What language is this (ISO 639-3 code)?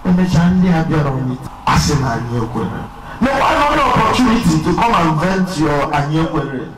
ibo